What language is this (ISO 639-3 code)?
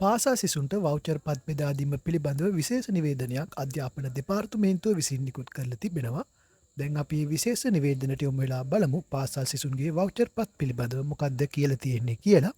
sin